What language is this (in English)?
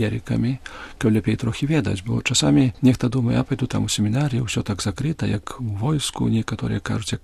Belarusian